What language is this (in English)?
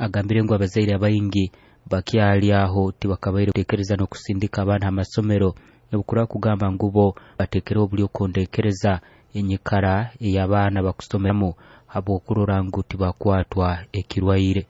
Nyoro